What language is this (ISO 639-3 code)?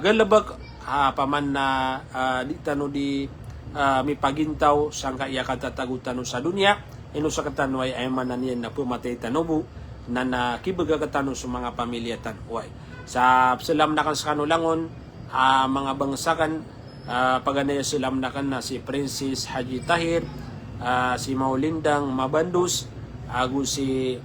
mrw